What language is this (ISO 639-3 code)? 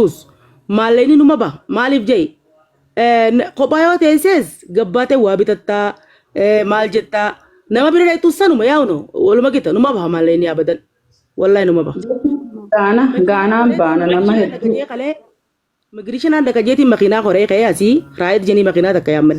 orm